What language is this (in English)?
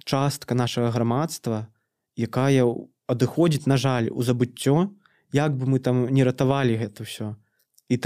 Belarusian